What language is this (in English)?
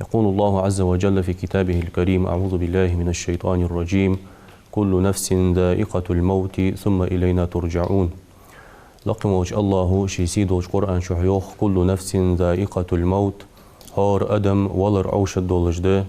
Ingush